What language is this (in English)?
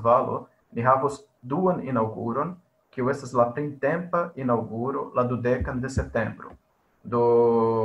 Esperanto